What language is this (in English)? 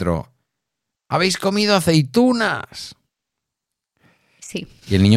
Spanish